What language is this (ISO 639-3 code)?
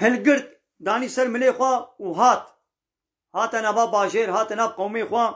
kur